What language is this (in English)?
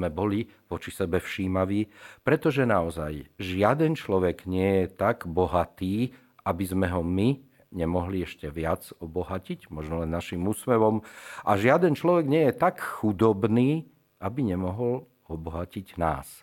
Slovak